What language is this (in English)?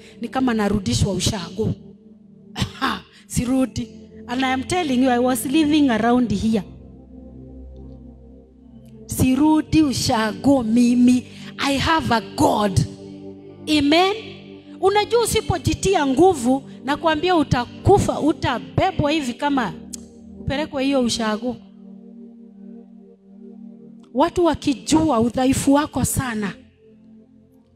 Swahili